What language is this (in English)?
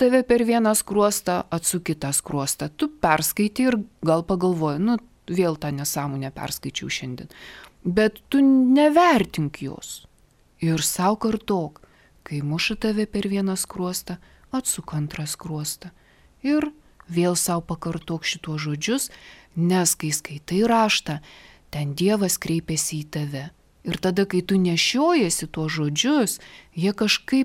Lithuanian